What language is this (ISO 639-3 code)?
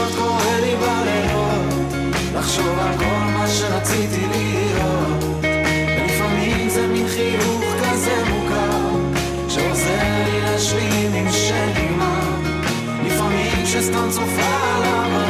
heb